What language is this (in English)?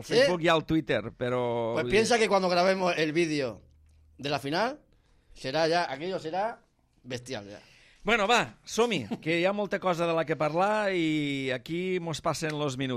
Catalan